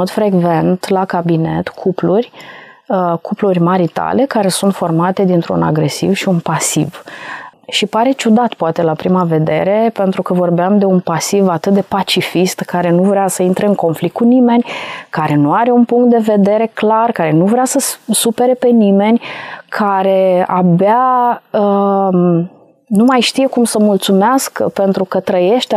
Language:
Romanian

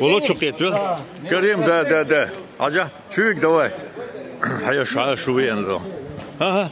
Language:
Chechen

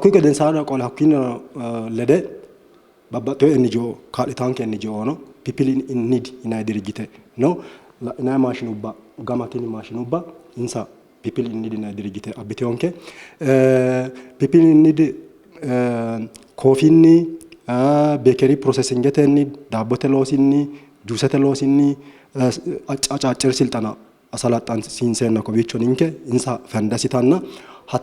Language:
Sidamo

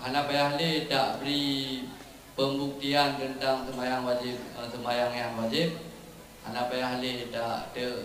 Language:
Achinese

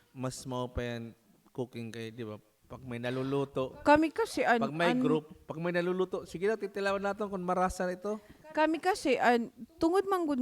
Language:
Waray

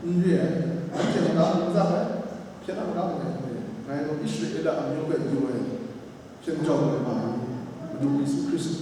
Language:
Kachin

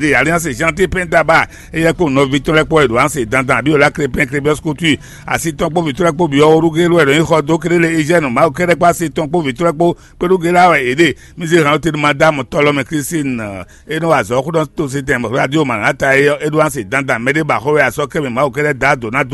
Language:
Fon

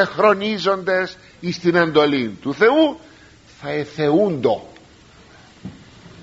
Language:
Greek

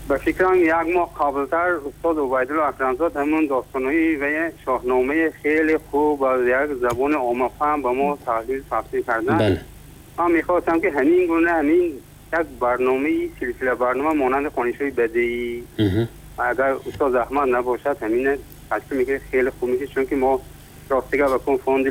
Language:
Tajik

